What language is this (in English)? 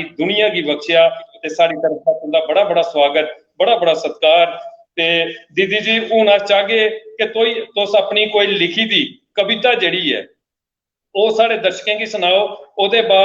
Dogri